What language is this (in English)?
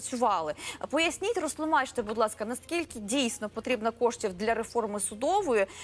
Ukrainian